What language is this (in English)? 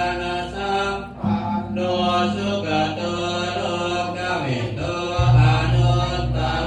Pali